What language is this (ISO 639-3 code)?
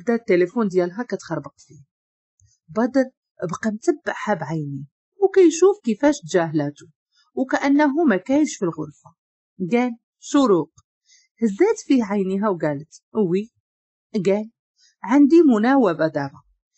ary